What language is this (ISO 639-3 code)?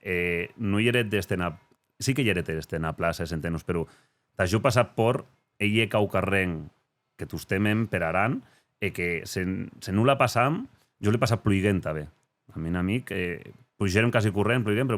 oci